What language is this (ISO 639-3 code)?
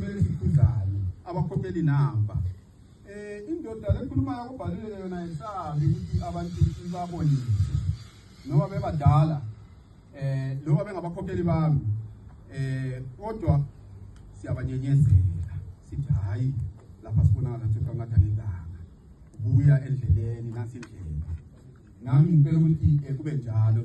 nde